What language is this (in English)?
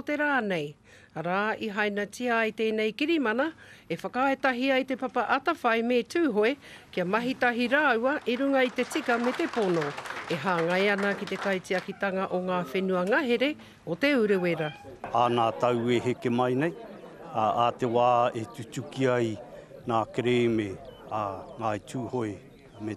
Māori